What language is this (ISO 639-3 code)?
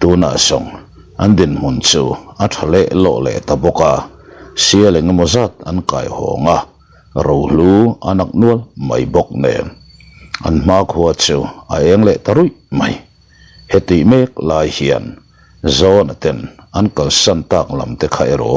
lus